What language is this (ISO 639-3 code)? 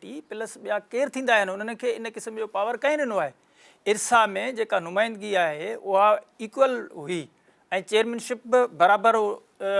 snd